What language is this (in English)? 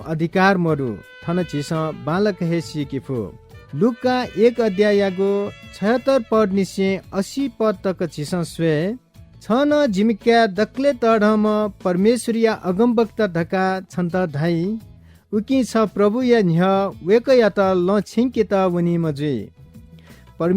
Newari